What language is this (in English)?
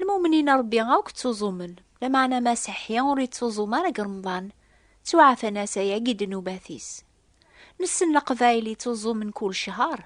Kabyle